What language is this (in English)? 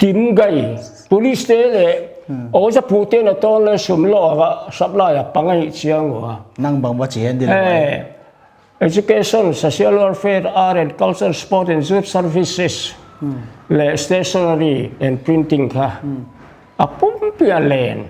Paite Chin